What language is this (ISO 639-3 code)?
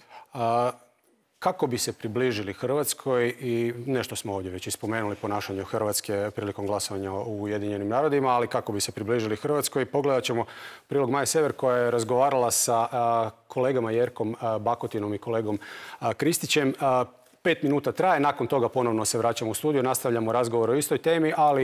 hrv